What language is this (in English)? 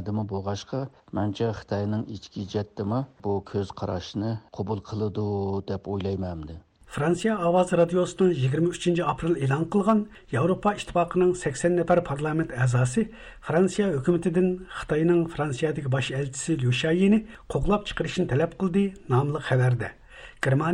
Uyghur